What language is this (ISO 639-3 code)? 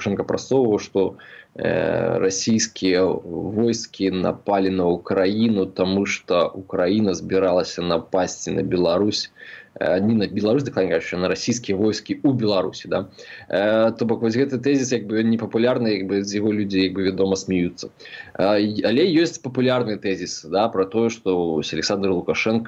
bel